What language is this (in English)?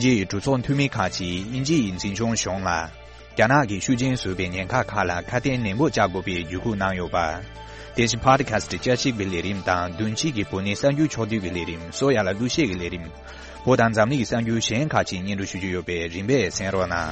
Tibetan